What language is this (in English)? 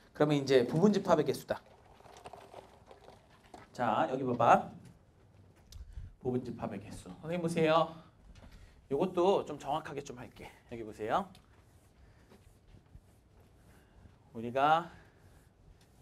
Korean